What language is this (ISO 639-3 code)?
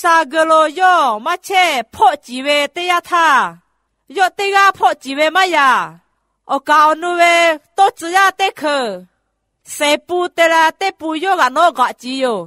lhu